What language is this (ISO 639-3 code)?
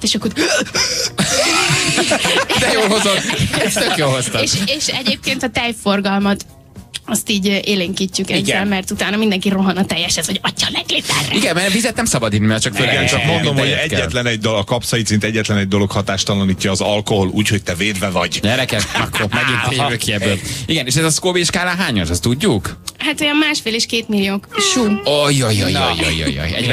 hun